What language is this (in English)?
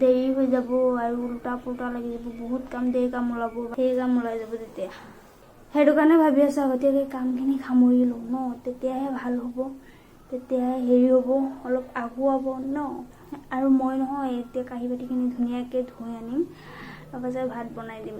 Assamese